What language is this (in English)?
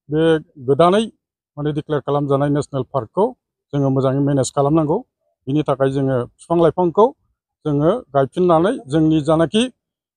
Bodo